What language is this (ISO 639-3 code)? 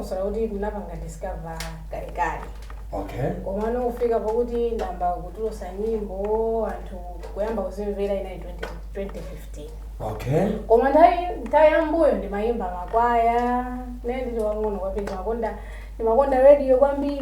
nya